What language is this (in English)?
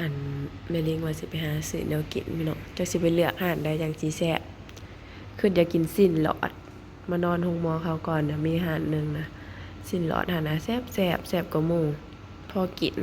Northeastern Thai